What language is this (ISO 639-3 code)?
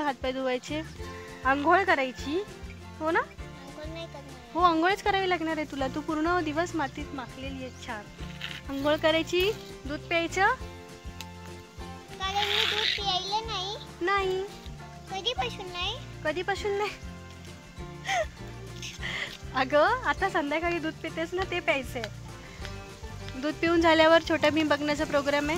mar